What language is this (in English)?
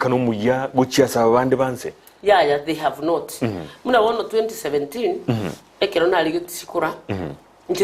Gusii